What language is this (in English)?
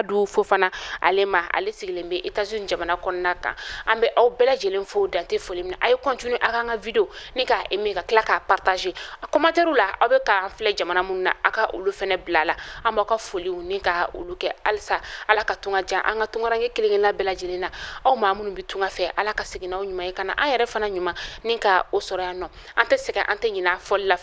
Bambara